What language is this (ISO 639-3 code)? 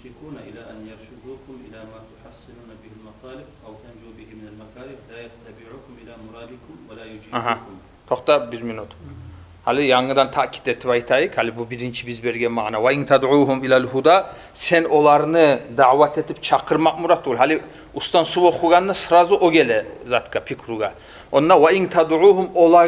kum